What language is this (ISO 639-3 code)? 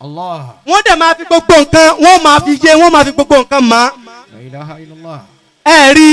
yor